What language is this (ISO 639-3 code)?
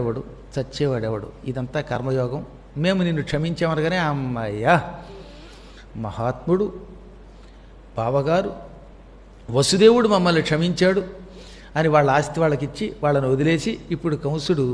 tel